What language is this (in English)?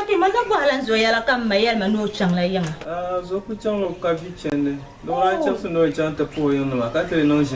Dagbani